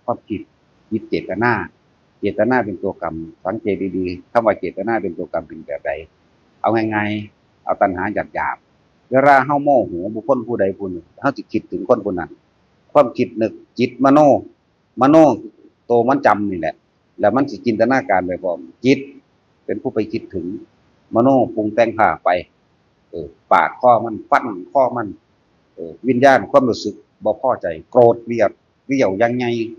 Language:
Northeastern Thai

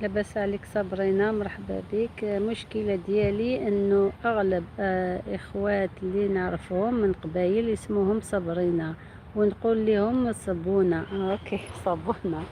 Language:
Algerian Arabic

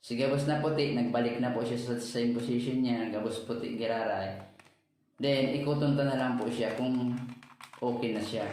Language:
Bikol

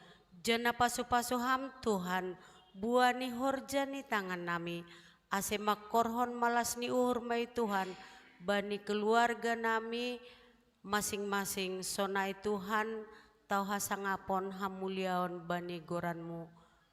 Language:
Batak Simalungun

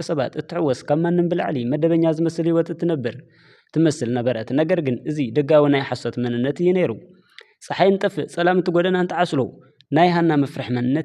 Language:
Tigrinya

